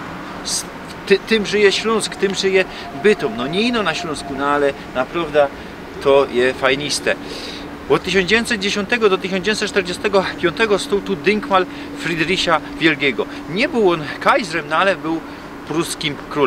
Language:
Silesian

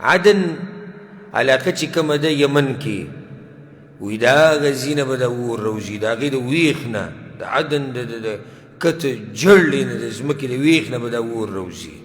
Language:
Pashto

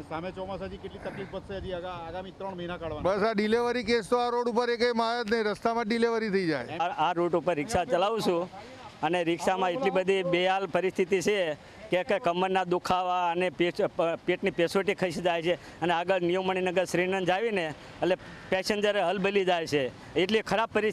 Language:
Gujarati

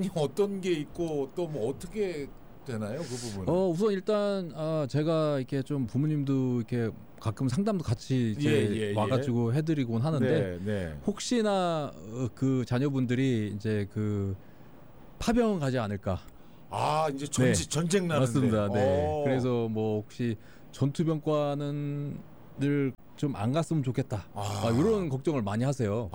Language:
Korean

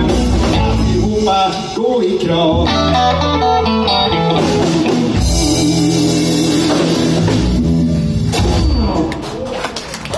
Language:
Swedish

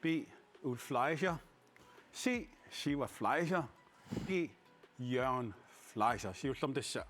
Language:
Kalaallisut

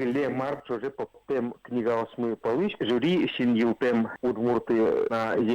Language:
Udmurt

